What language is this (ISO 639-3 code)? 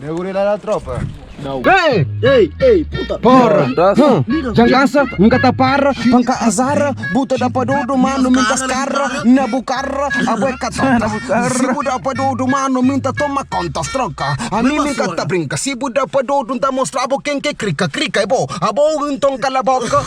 kea